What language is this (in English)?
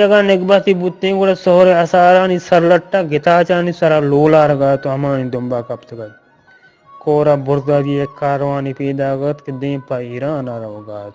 Eastern Balochi